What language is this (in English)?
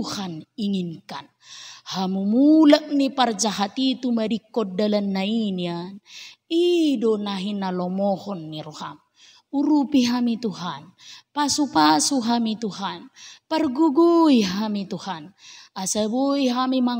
Batak Toba